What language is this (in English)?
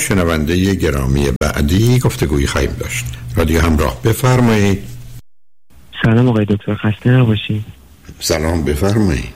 Persian